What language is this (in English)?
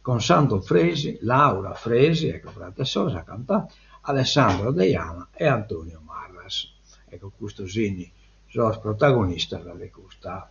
Sardinian